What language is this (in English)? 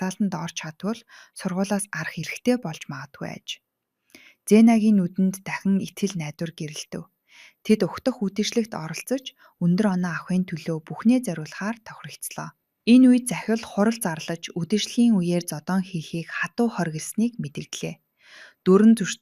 Mongolian